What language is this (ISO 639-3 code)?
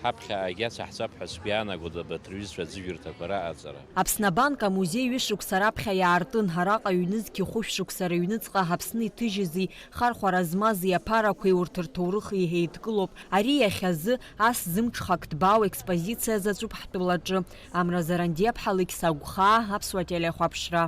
abk